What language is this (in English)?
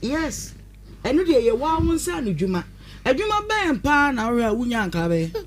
Akan